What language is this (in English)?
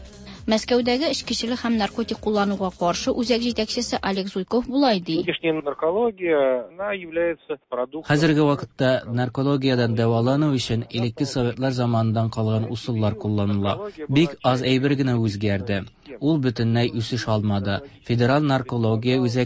Tatar